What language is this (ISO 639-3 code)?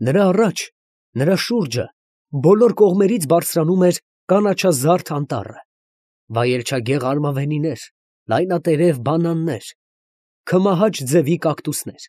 hye